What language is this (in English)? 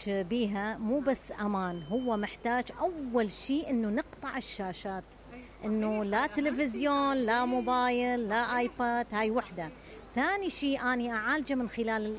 Mesopotamian Arabic